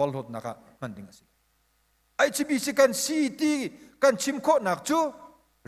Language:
Hakha Chin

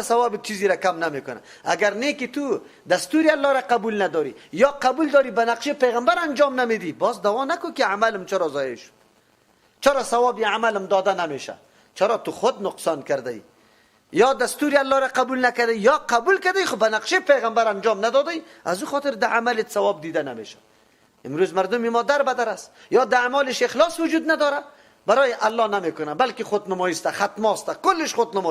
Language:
Persian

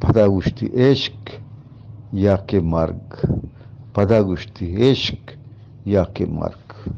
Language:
Eastern Balochi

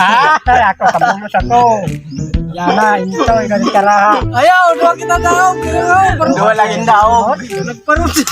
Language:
Waray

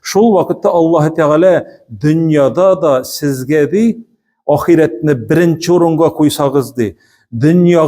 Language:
Tatar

